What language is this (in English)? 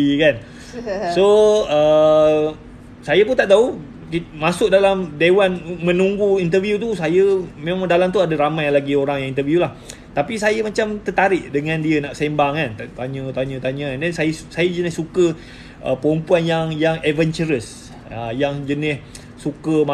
Malay